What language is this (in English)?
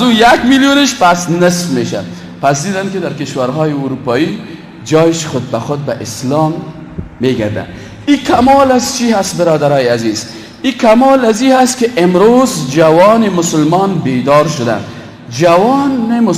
Persian